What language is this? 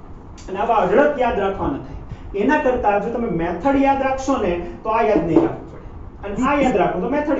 Gujarati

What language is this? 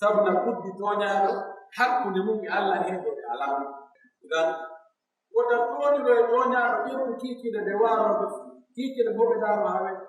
Pular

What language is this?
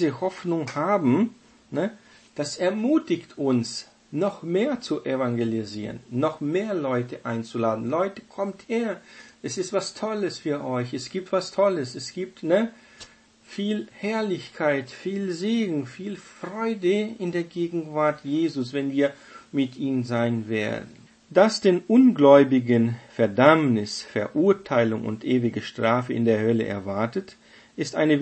German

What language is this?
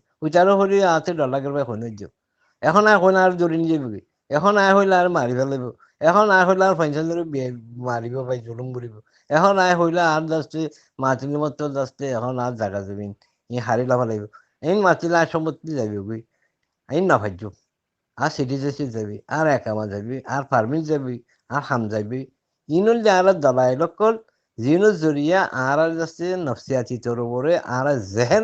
Rohingya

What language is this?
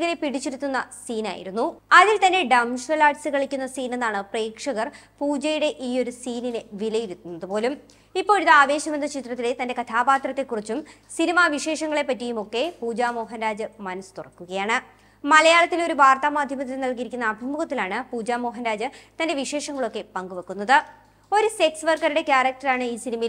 Malayalam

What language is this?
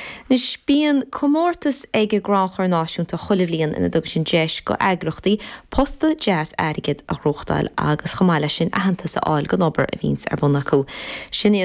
Irish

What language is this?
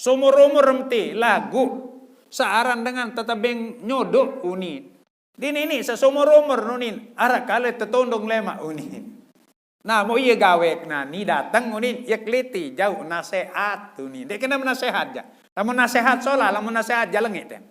Sasak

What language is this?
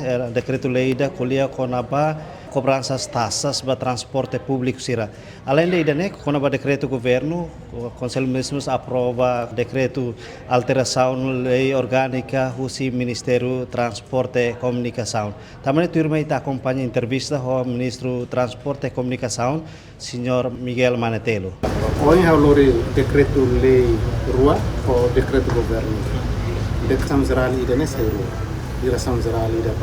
Tetum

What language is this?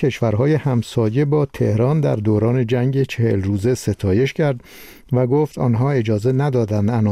Persian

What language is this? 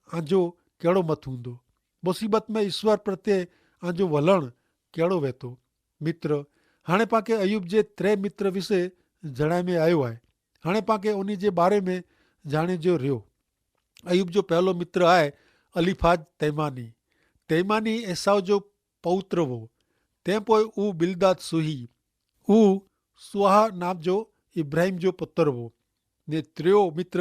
Kachhi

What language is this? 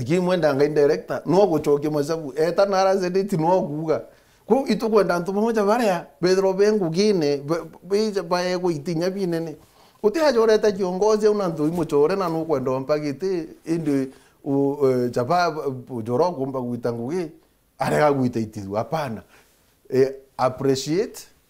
Meru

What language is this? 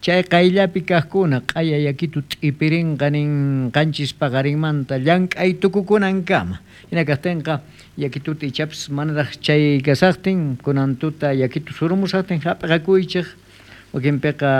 South Bolivian Quechua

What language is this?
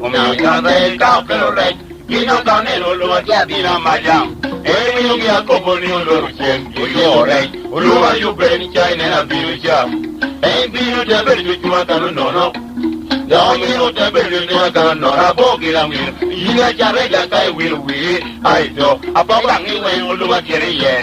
Lango (Uganda)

